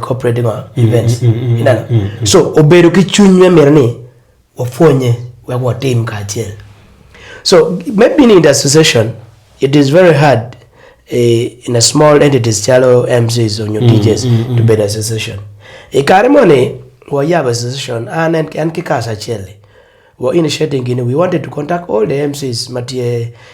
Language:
Acoli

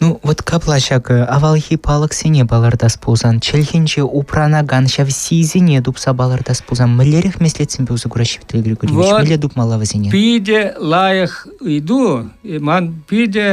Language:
Chuvash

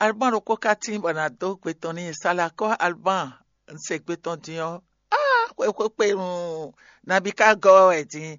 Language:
Fon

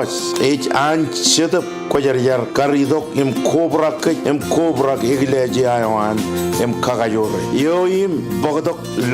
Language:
Marshallese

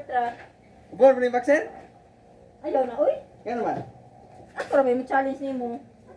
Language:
Cebuano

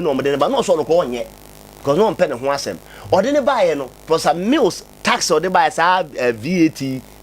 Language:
Akan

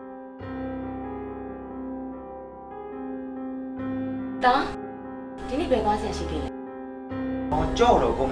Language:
Burmese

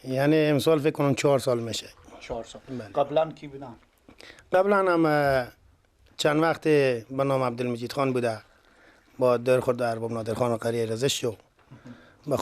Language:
Persian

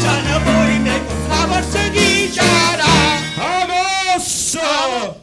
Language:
Neapolitan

